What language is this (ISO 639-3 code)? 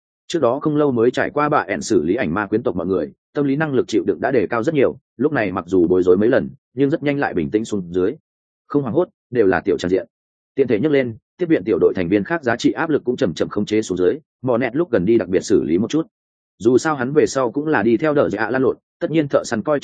vie